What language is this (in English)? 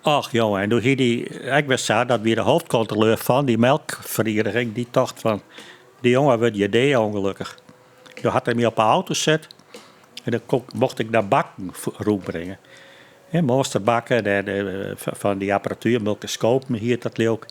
Western Frisian